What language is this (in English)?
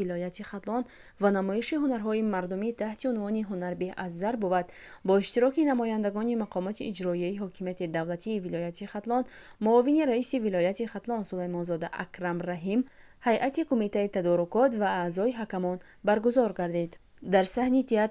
Tajik